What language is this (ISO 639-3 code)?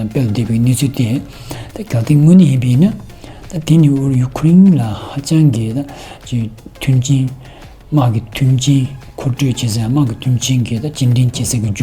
bod